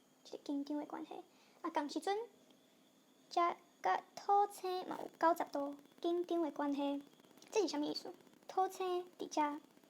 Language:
Min Nan Chinese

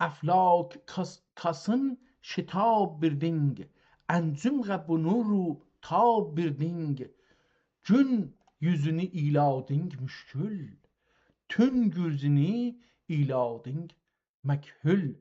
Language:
South Azerbaijani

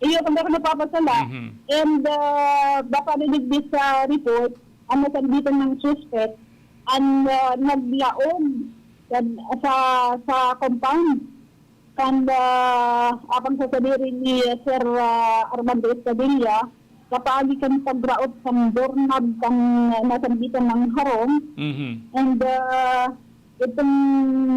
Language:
Bikol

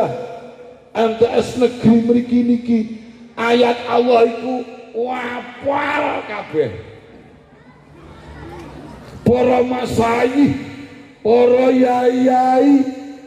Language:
Javanese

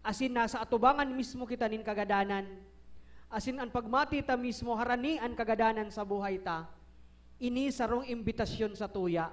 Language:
Bikol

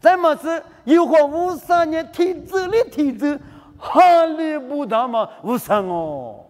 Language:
Lisu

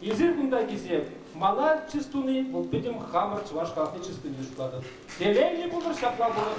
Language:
Chuvash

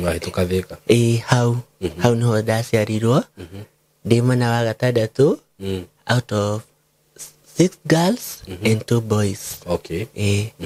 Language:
Kikuyu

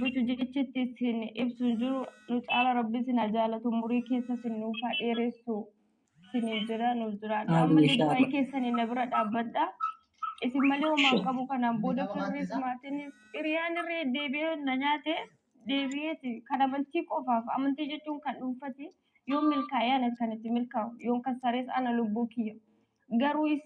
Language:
Oromo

